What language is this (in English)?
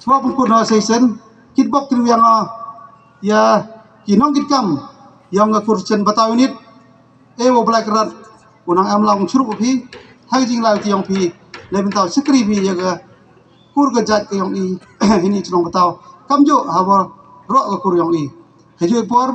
Khasi